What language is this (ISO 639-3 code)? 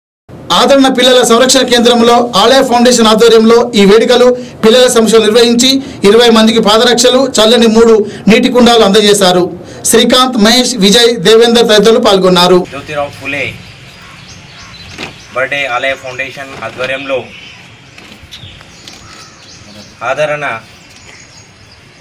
tel